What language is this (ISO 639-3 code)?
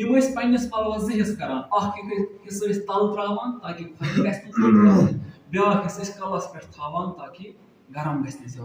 kas